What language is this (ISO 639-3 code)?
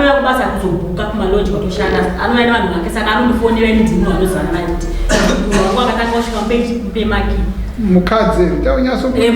sna